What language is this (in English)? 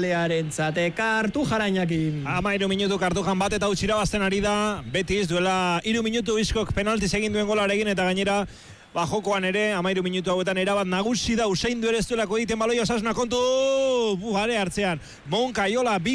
Basque